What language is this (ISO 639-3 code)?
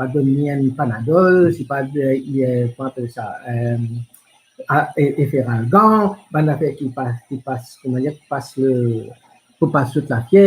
mfe